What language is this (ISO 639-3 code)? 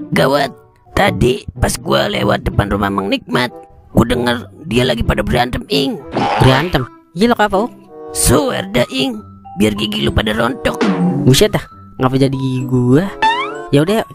bew